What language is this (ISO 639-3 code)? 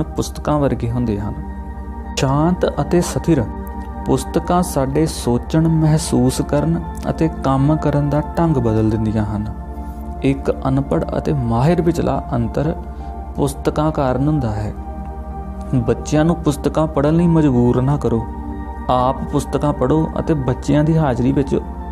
pan